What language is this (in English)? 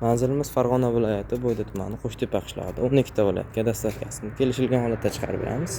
Uzbek